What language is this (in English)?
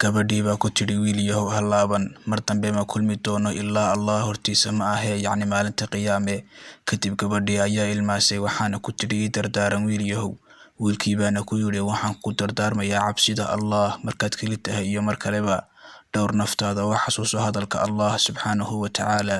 Somali